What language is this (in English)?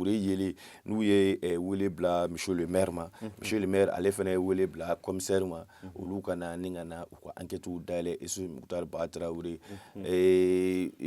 Bambara